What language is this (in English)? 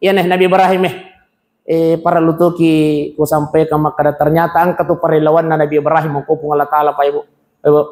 Buginese